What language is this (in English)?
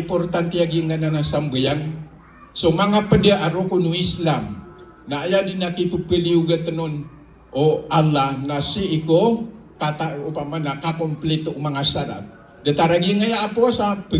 Maranao